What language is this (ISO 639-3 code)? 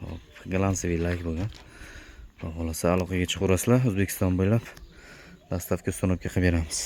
uzb